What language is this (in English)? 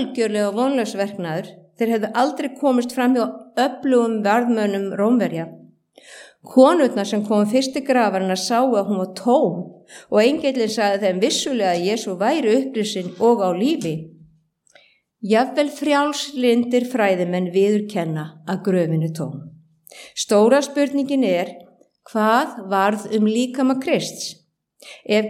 Icelandic